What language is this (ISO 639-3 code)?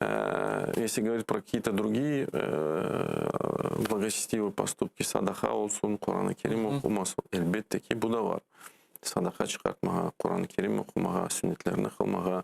crh